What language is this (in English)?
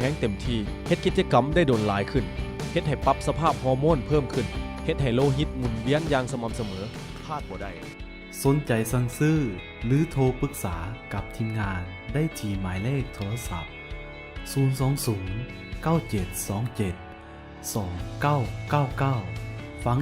Lao